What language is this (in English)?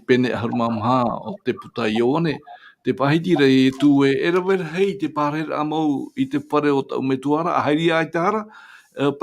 Tahitian